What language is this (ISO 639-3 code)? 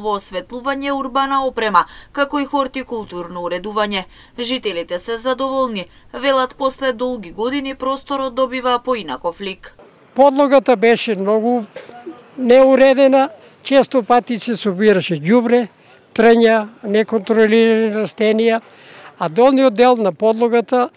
mkd